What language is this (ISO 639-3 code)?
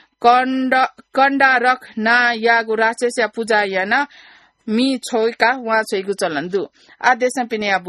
new